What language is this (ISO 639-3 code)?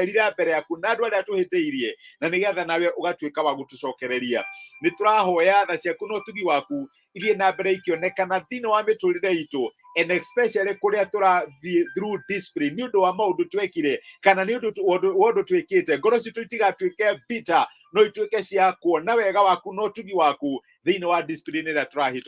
kik